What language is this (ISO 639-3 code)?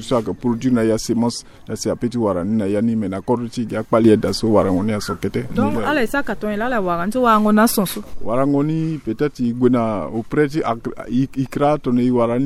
sag